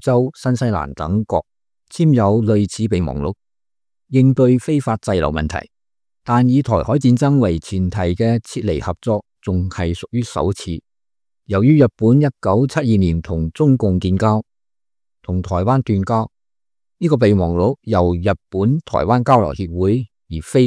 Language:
Cantonese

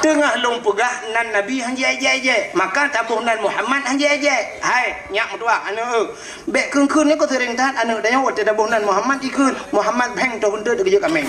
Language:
Achinese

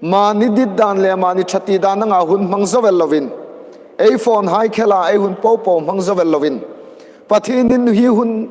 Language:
Hmar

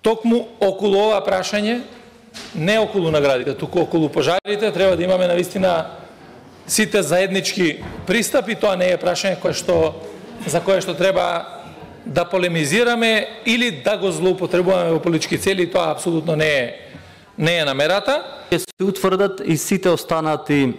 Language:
Macedonian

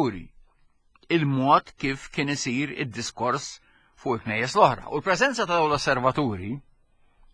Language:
Maltese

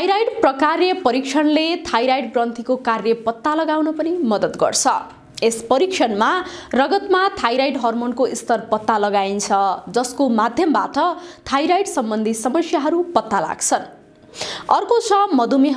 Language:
Nepali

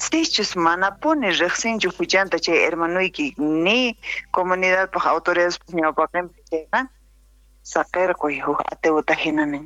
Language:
South Bolivian Quechua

